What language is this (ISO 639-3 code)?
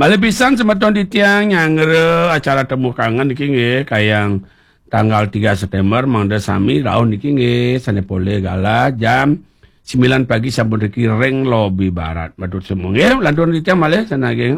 ban